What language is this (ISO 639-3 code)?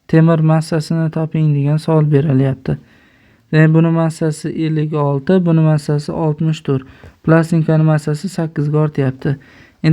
uzb